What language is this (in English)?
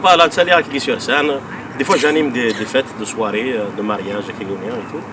Kabyle